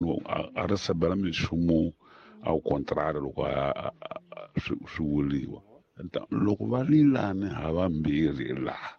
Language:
Tsonga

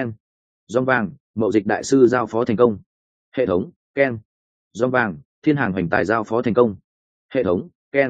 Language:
Vietnamese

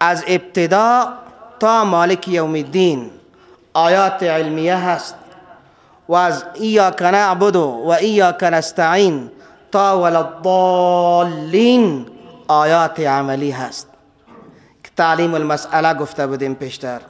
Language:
Persian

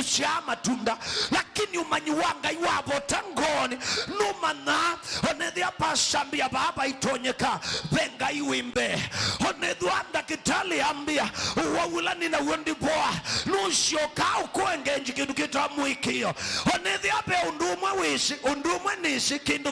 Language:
Kamba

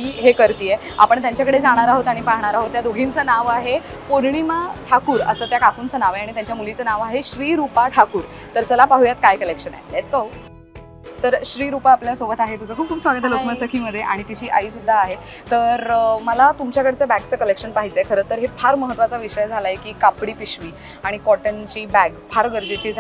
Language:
Marathi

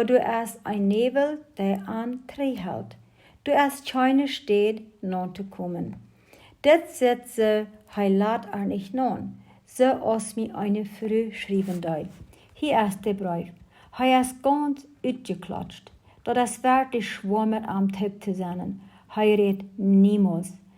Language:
Plautdietsch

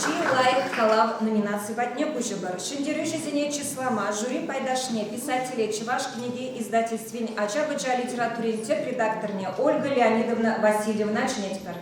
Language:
Chuvash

